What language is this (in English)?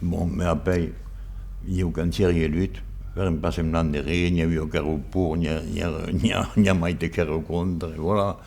Occitan